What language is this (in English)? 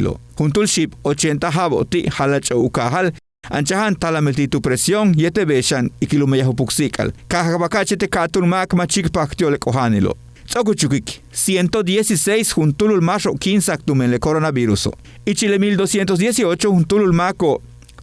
Yucateco